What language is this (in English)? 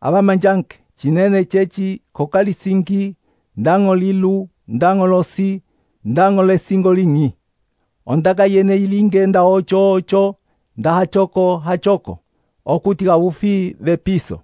Umbundu